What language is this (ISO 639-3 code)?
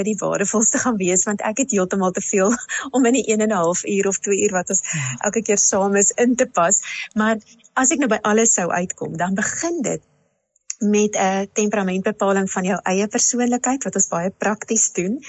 afr